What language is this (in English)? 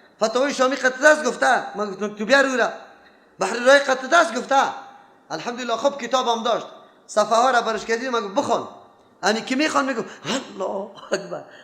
Persian